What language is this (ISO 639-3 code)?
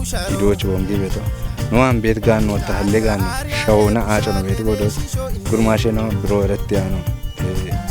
kbr